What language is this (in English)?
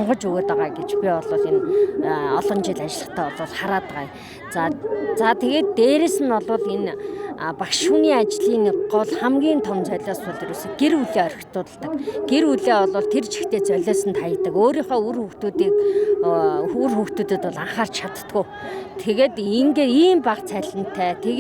Mongolian